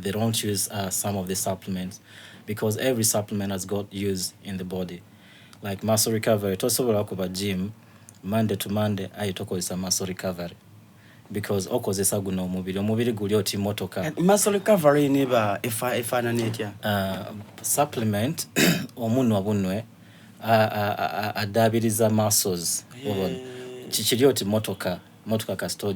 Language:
Soga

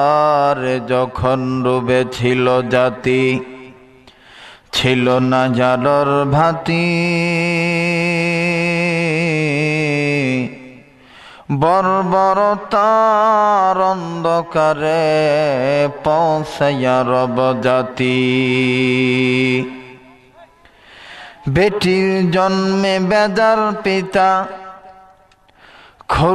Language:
Bangla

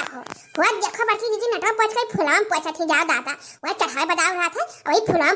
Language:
Awadhi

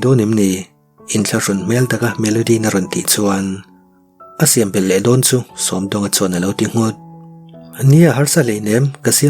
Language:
Mizo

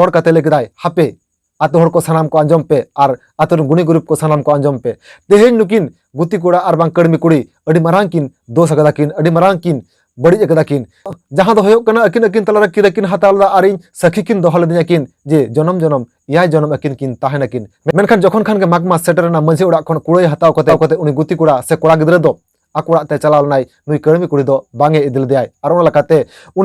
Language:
Santali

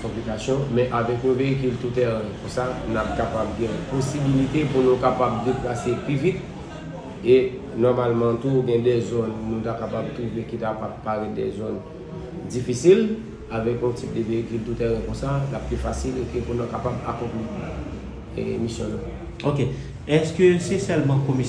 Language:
Haitian Creole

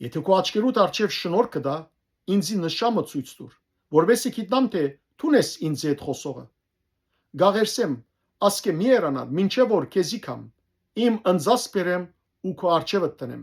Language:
Western Armenian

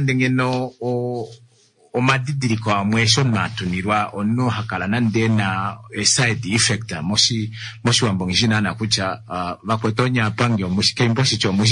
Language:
Kuanyama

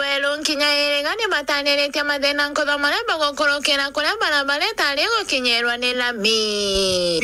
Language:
Meru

